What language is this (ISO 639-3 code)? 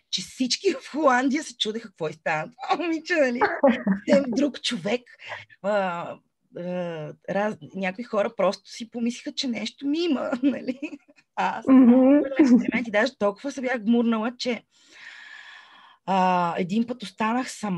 bul